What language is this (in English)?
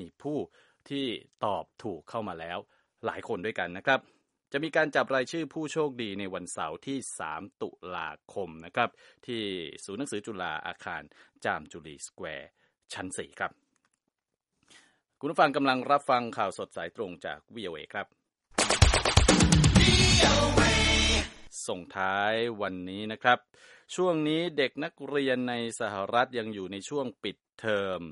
Thai